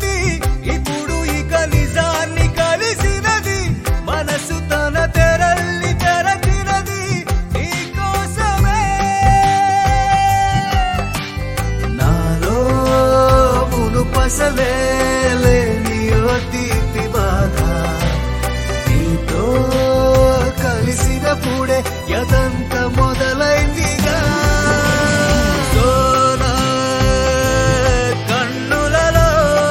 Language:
Telugu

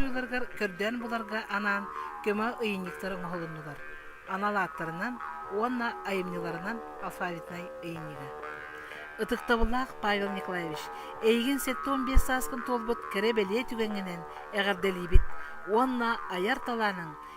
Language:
Yakut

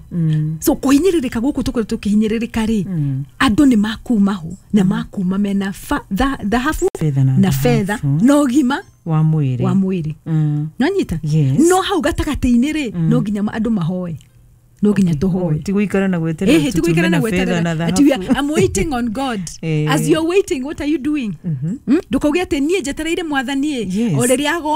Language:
Kikuyu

